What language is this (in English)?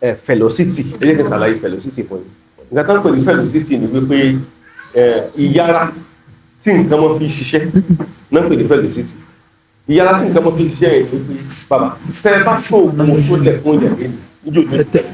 Yoruba